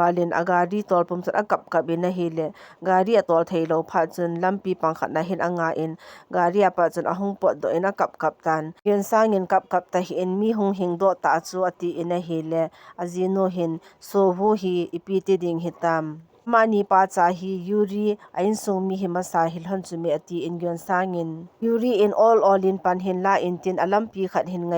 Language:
Thado Chin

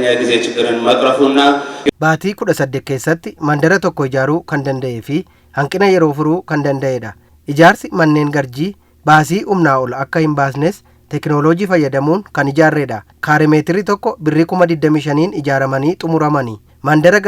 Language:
Oromo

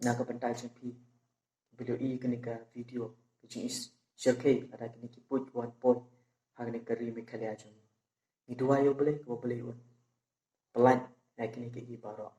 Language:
Khasi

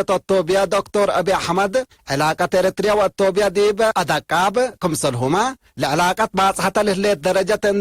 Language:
Tigre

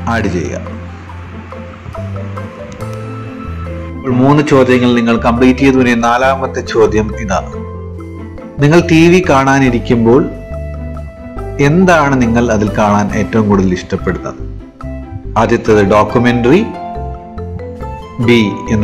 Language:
Malayalam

